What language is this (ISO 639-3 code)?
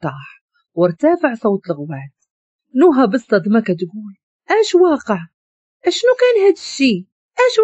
ary